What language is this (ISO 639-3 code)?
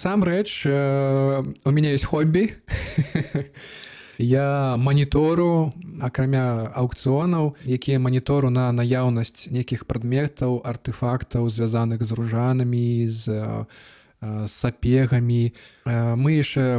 bel